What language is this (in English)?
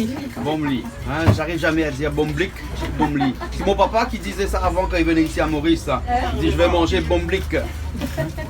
Réunion Creole French